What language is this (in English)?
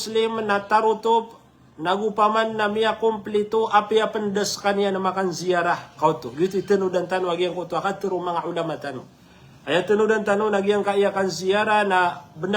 Maranao